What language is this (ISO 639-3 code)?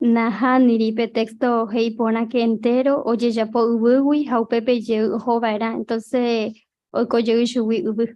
grn